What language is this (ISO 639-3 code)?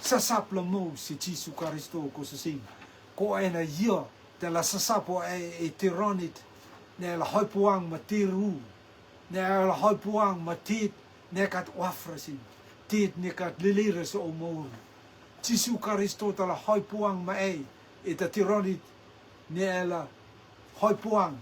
rtm